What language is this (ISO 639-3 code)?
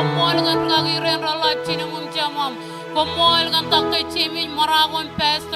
mah